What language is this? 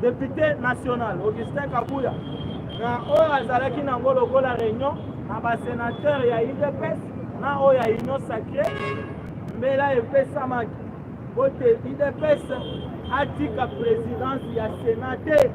Lingala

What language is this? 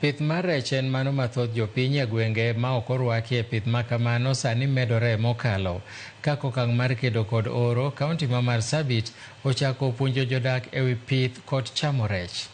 Luo (Kenya and Tanzania)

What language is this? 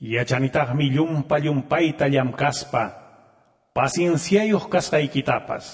Ayacucho Quechua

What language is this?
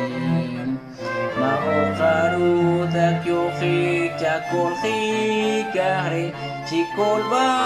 Poqomchi'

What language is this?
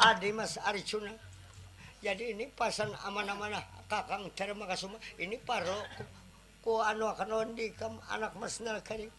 Banjar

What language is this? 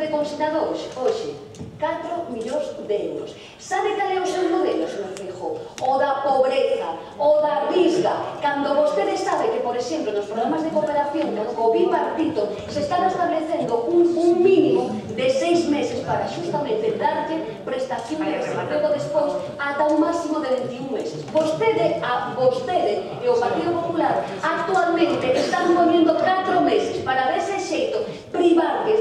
Galician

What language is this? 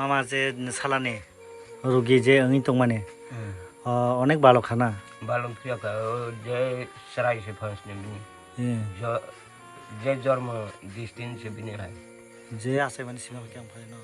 Kok Borok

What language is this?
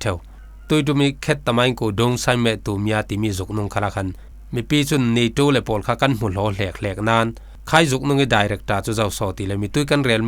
Falam Chin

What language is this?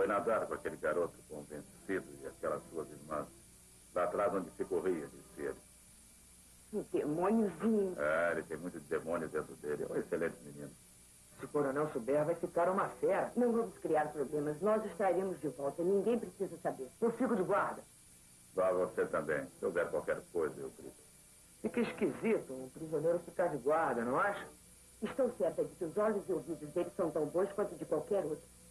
Portuguese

